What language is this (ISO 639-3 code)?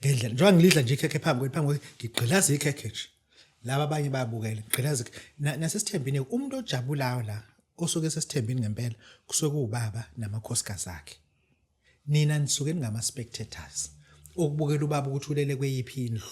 zul